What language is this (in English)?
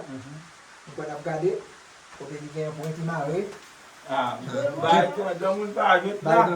Haitian Creole